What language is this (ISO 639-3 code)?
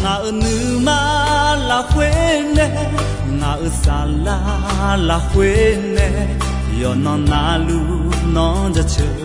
ahk